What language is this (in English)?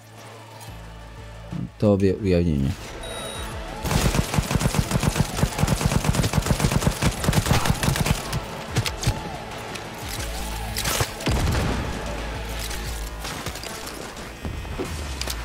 Polish